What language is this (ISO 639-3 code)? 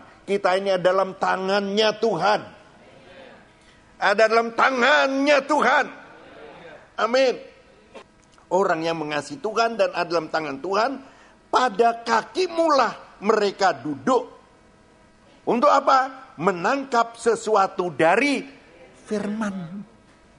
ind